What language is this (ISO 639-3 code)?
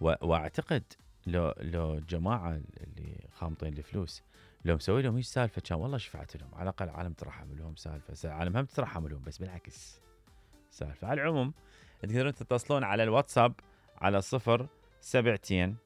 acm